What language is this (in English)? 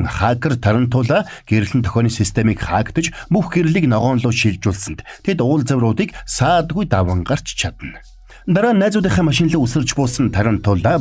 Mongolian